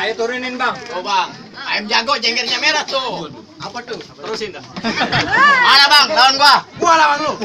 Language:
Betawi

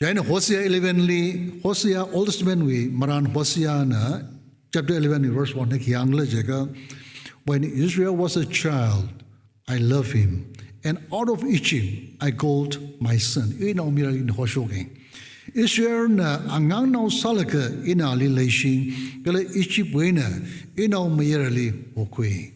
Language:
Tangkhul Naga (India)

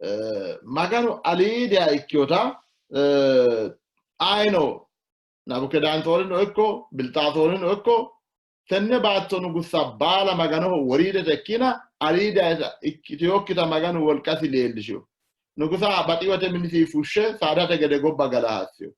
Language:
Sidamo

